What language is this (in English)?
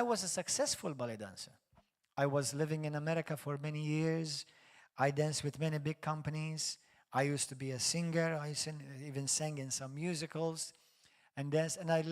English